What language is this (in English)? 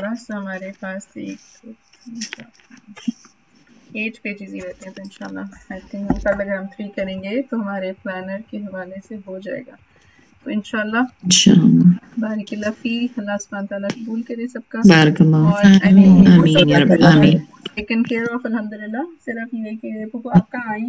Urdu